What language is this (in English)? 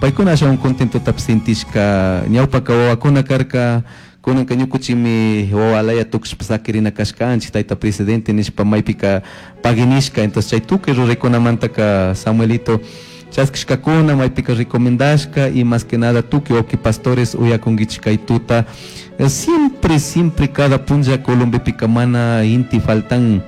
Chimborazo Highland Quichua